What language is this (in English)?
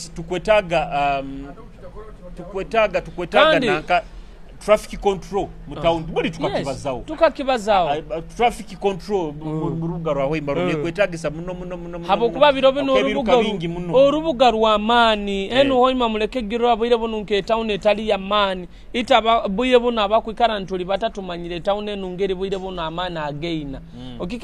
Nyoro